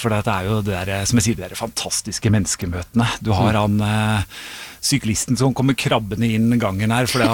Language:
Norwegian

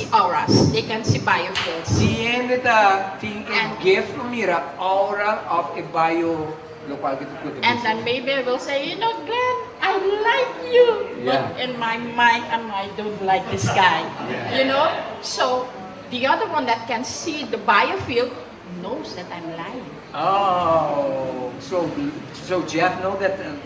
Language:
Papiamento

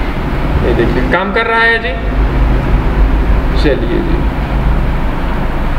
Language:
Hindi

